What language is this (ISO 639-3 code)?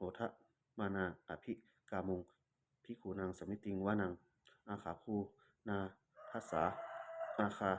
pli